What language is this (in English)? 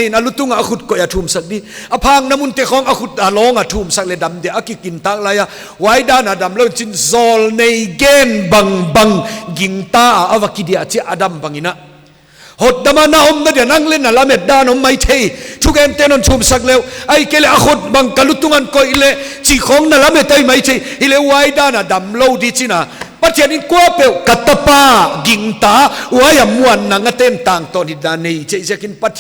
Paite Chin